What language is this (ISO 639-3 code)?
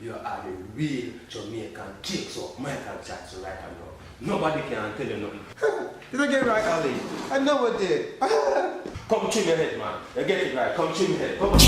jam